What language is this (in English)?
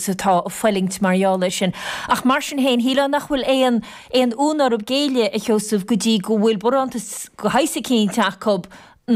Irish